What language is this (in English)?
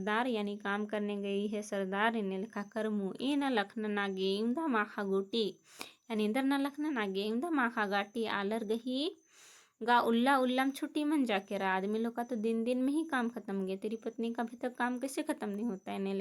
Kurukh